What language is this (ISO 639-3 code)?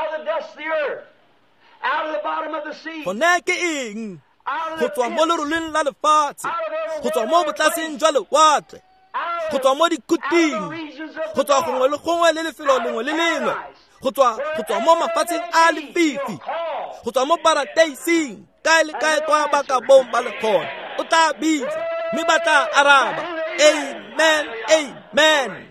tsn